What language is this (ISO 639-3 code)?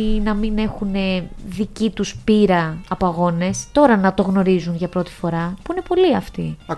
ell